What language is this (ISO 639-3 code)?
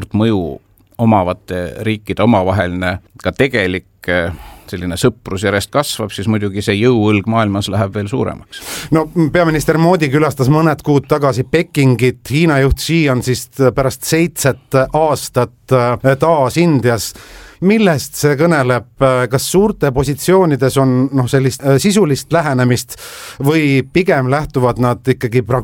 est